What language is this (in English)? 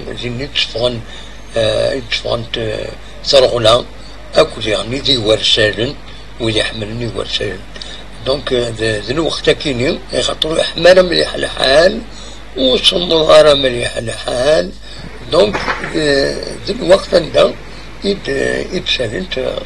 Kabyle